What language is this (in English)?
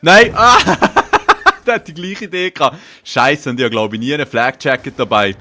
Swiss German